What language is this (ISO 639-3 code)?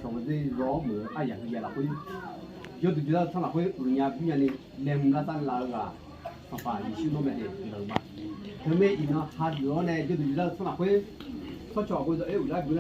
ahk